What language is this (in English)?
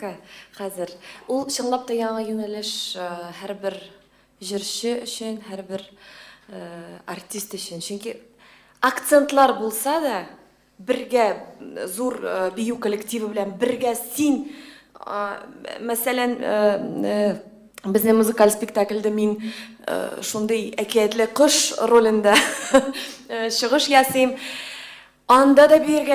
Tatar